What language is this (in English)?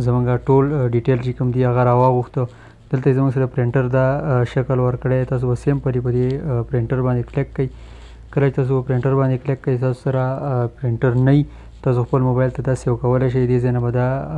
Pashto